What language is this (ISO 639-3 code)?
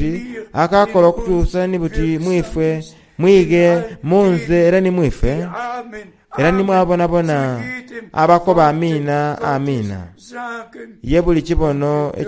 xog